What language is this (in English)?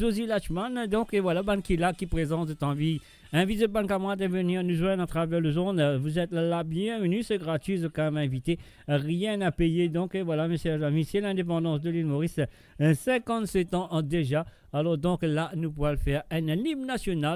Morisyen